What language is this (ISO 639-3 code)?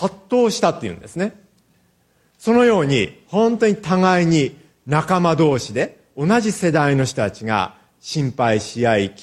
jpn